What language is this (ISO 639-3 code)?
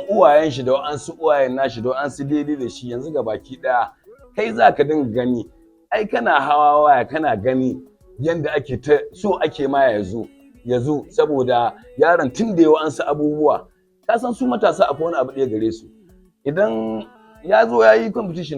hau